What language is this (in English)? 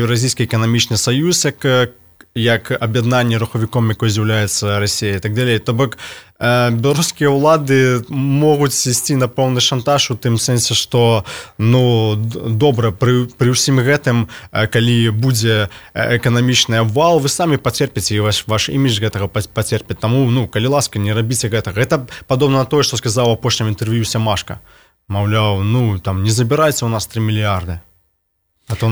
Belarusian